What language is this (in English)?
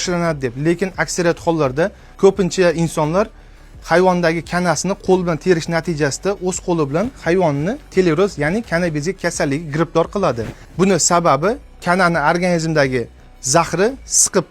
Uzbek